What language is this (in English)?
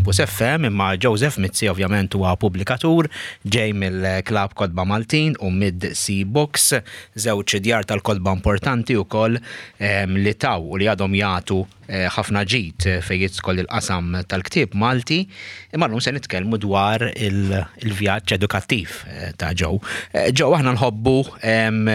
Maltese